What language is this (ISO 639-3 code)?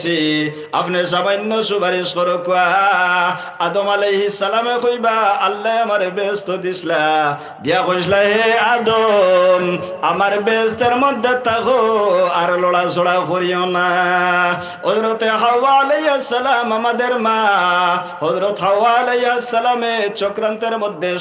syl